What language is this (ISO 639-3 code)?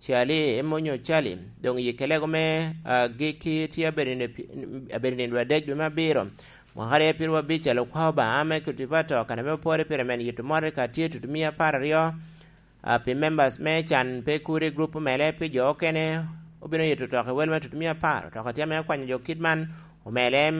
laj